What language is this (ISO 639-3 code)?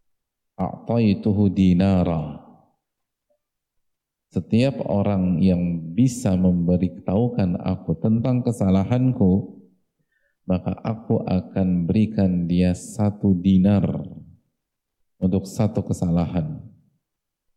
ind